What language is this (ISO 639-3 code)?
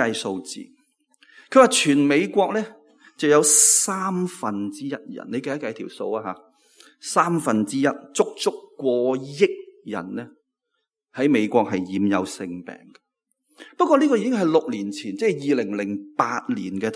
yue